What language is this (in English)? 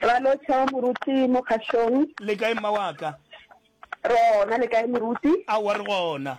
Northern Sotho